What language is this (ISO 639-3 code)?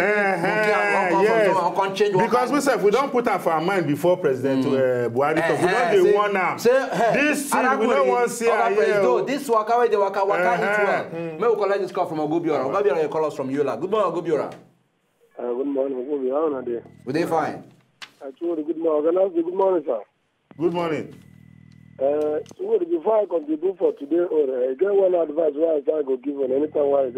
pcm